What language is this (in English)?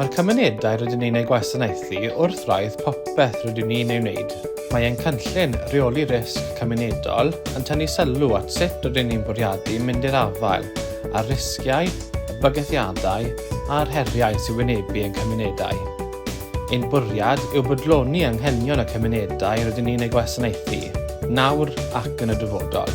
Welsh